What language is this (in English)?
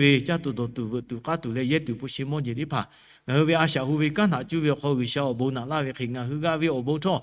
Lahu